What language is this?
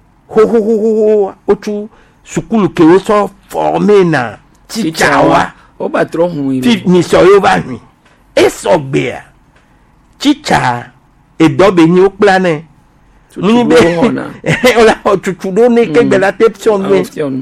Gen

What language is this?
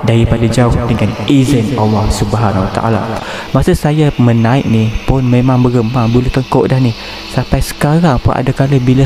Malay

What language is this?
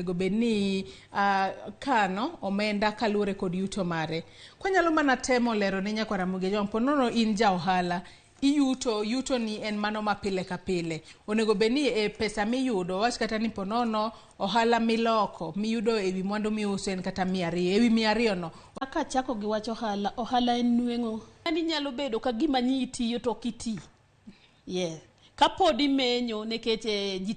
Luo (Kenya and Tanzania)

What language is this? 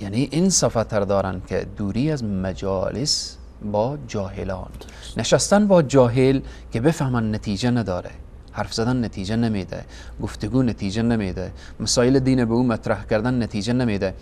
Persian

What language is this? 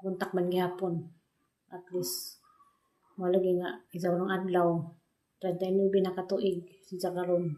Cebuano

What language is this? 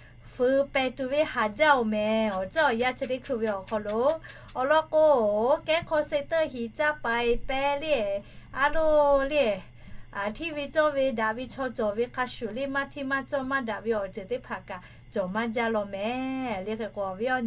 Lahu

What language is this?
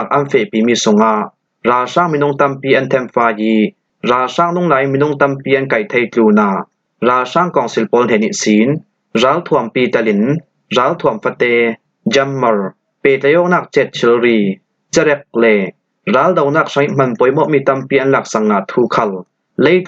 Falam Chin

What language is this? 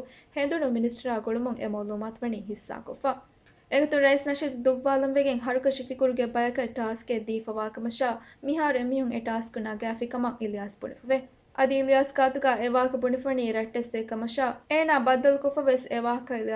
Divehi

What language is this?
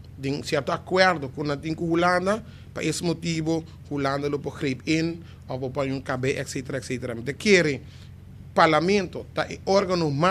Papiamento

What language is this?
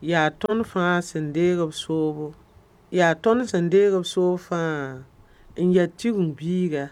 Mossi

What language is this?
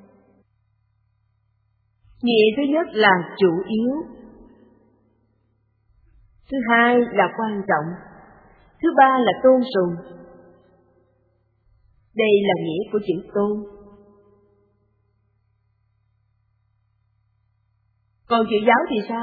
Vietnamese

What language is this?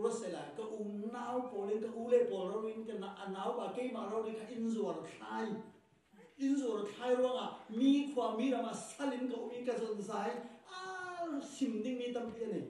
Falam Chin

